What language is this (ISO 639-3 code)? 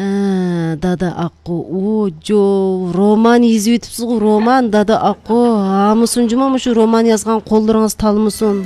uig